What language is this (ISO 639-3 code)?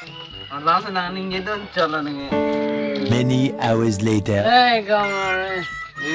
mjw